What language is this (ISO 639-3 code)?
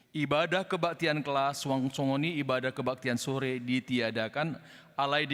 bbc